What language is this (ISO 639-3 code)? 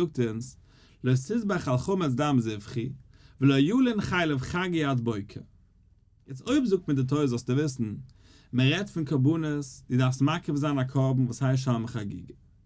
yid